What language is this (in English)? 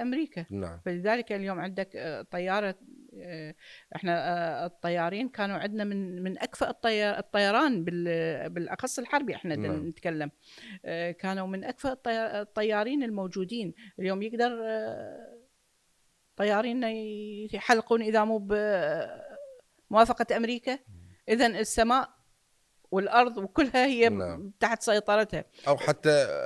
Mesopotamian Arabic